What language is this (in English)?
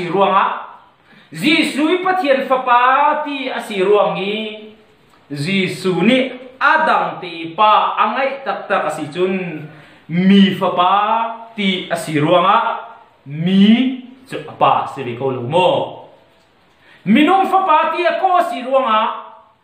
Hakha Chin